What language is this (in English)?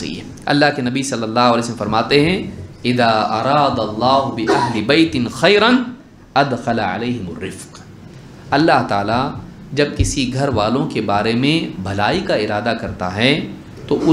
Urdu